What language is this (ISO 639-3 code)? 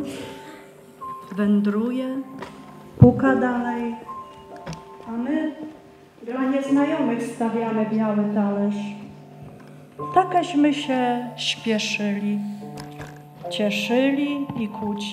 pol